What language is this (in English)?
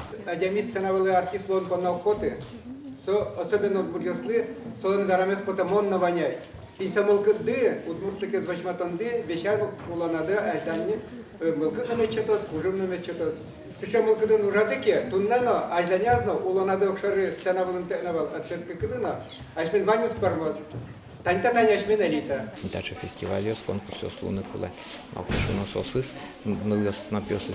Udmurt